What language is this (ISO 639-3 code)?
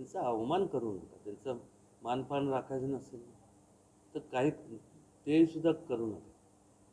mar